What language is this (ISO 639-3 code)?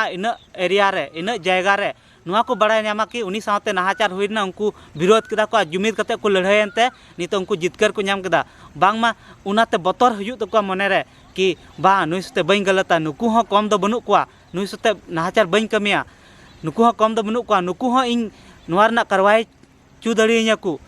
sat